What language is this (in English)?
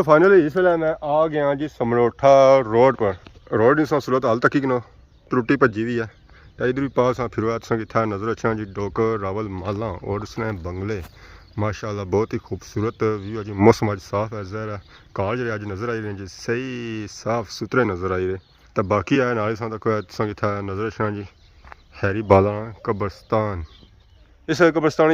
Pahari-Potwari